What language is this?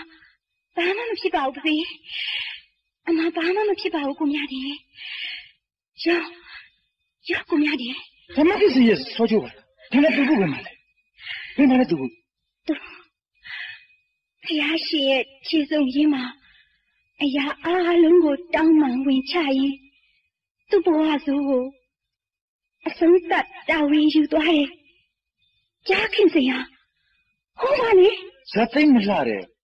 Burmese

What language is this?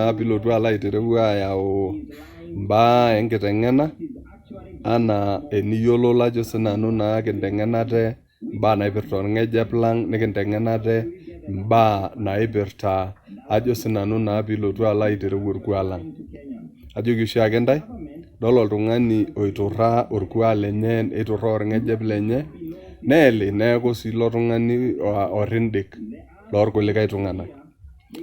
Masai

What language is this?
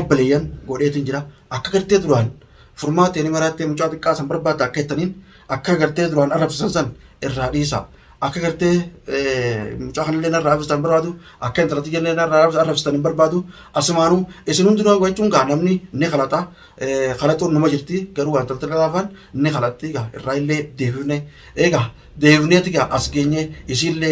Oromo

